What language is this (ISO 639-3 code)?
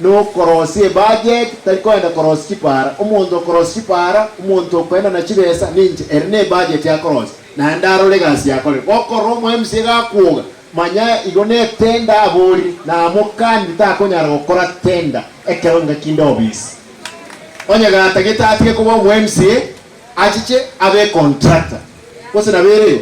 guz